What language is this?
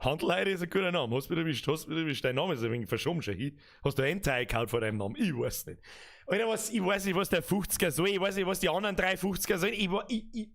Bavarian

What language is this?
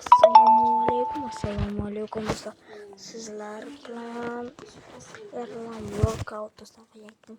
Uzbek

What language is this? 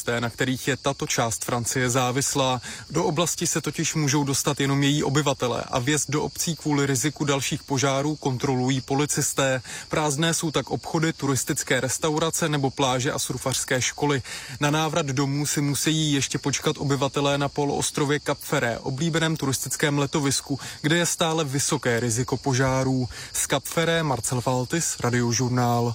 Czech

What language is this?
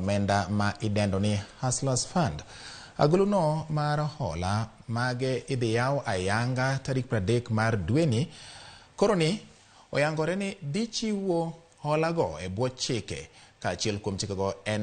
Luo (Kenya and Tanzania)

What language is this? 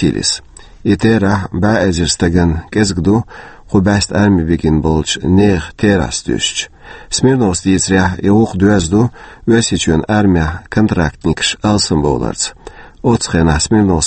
Chechen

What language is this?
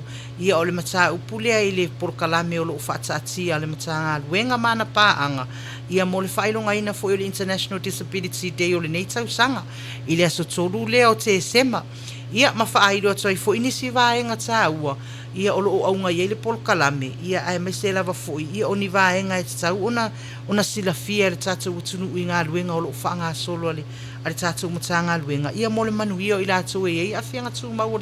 Samoan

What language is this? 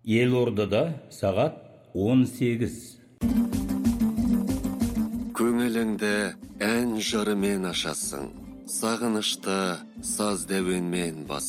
Kazakh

